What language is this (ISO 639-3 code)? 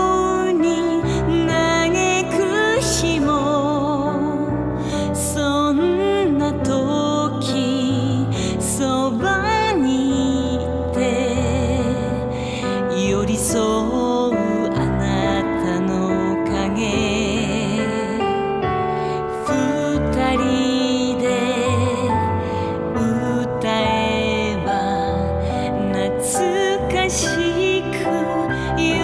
jpn